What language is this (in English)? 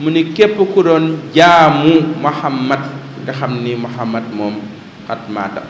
Wolof